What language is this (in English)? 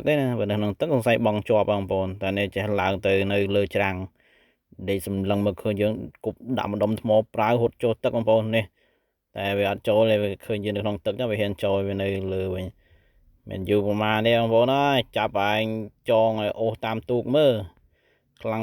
Khmer